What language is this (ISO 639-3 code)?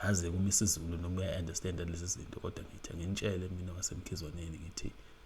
zul